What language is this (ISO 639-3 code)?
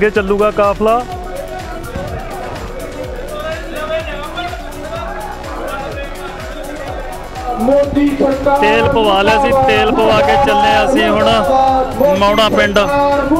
pan